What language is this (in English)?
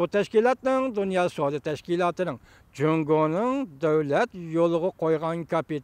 Uyghur